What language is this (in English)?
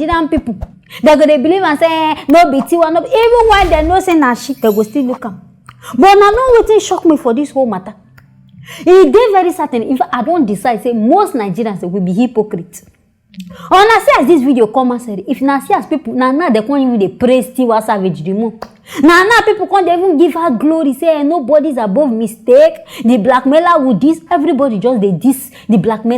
Nigerian Pidgin